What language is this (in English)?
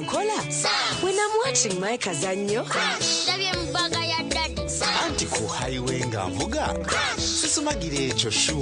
Nyankole